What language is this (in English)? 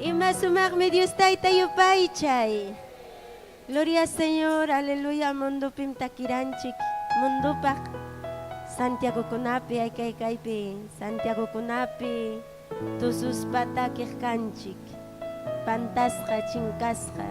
Ayacucho Quechua